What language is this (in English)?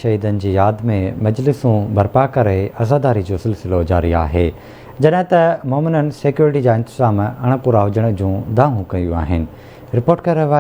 Sindhi